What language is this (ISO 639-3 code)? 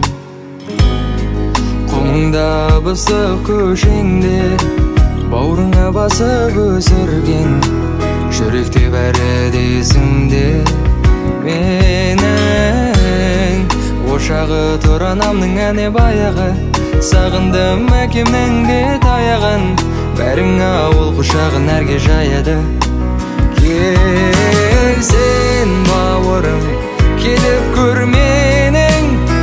kaz